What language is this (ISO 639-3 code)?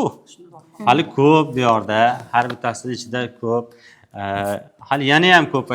uzb